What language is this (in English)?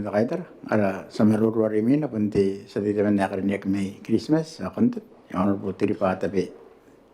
Gilbertese